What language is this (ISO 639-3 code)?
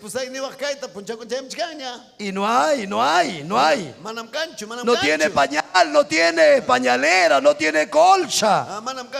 quy